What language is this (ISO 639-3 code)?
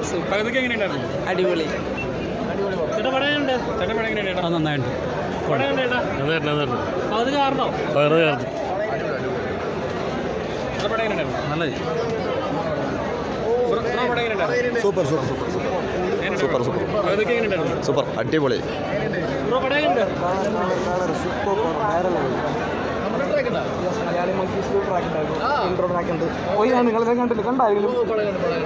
mal